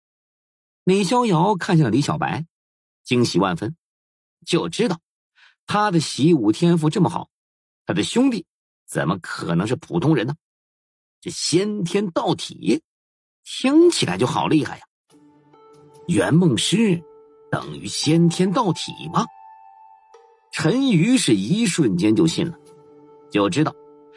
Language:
Chinese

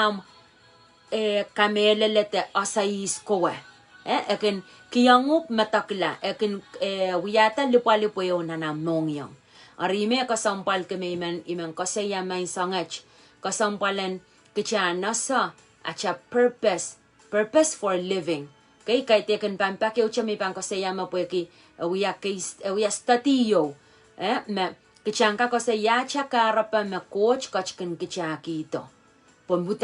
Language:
Pohnpeian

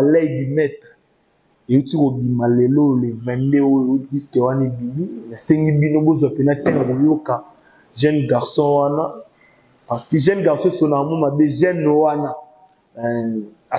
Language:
Lingala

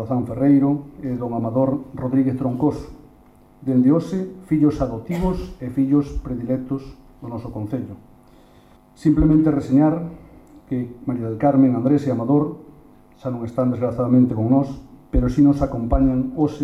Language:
Galician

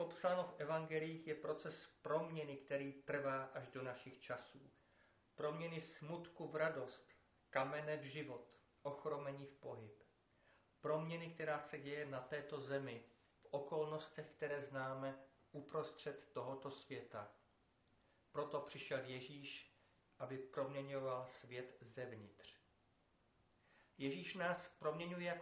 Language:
Czech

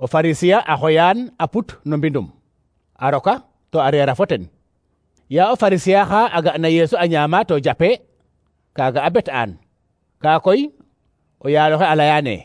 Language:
Serer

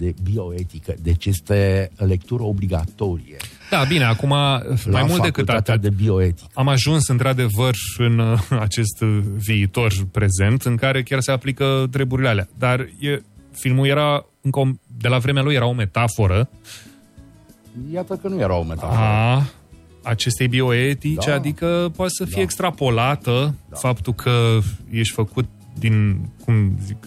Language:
Romanian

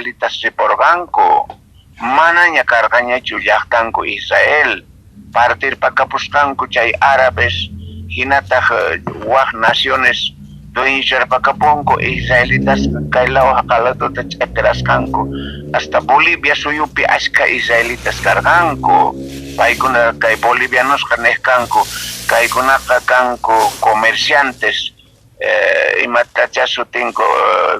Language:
South Bolivian Quechua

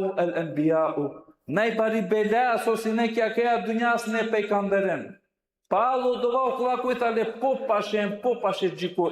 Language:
Balkan Romani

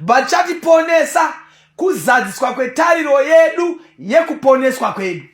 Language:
Shona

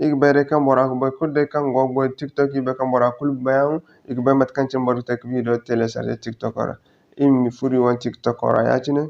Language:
Zarma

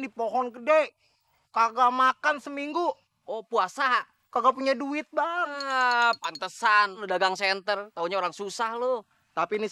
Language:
Betawi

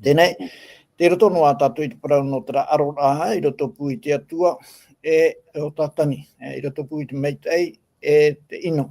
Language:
Tahitian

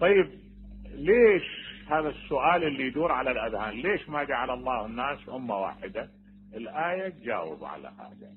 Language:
Mesopotamian Arabic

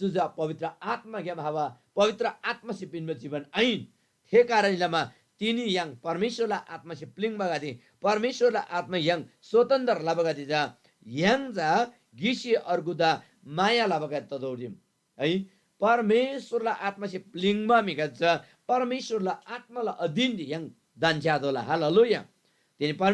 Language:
Eastern Tamang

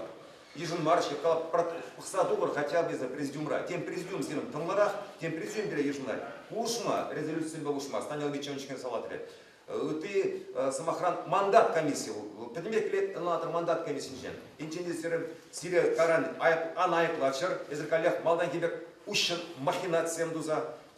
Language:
Chuvash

